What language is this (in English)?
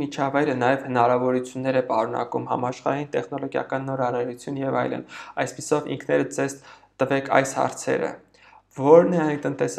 Armenian